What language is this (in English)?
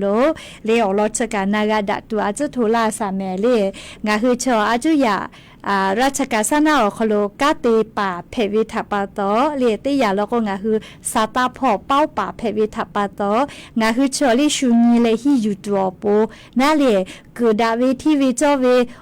Lahu